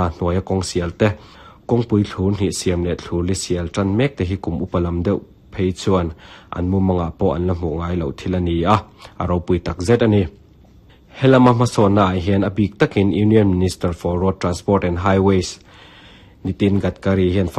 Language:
Mizo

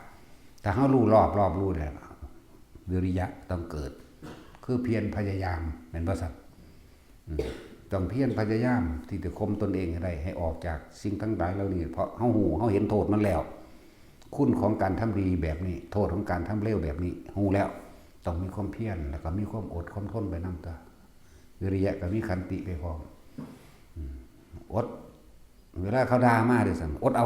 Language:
Northeastern Thai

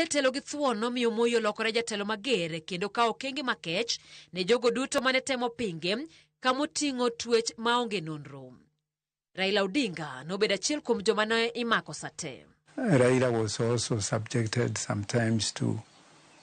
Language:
Luo (Kenya and Tanzania)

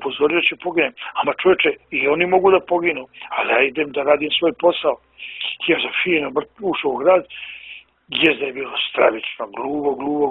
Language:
Bosnian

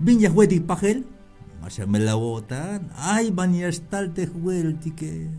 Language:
Tzeltal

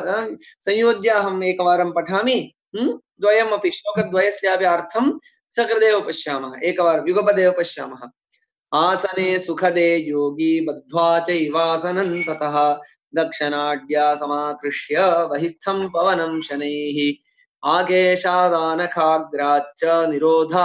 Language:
Sanskrit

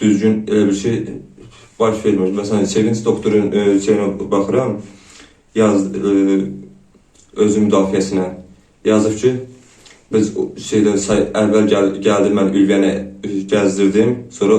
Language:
Azerbaijani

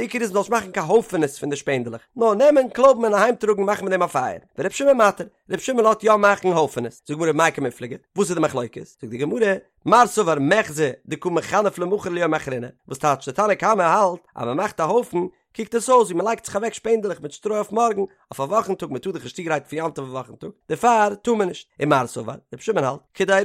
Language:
Yiddish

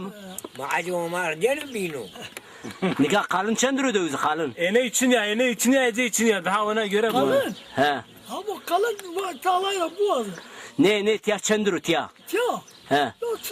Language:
Zaza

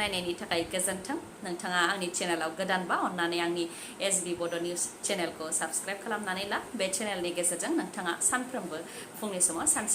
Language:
Bodo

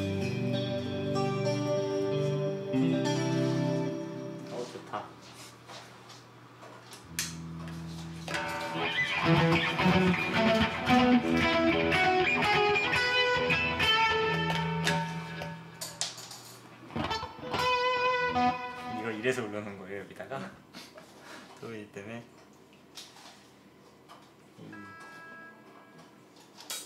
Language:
Korean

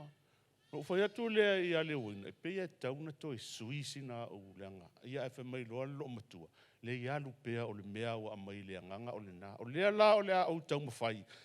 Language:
Samoan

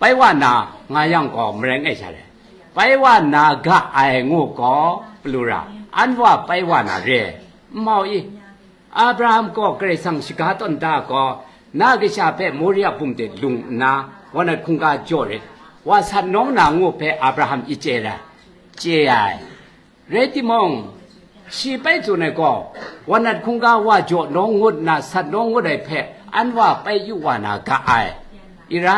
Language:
Kachin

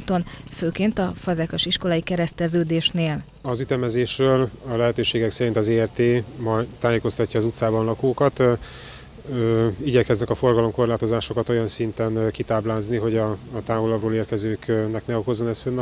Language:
Hungarian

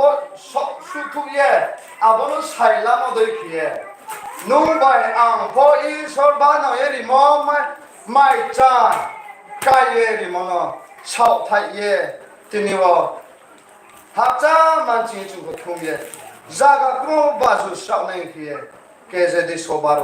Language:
Riang (India)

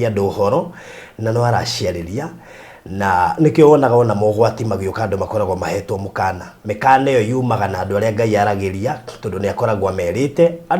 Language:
Kikuyu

